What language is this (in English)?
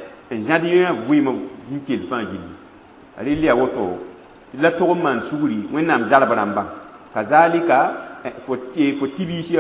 Mossi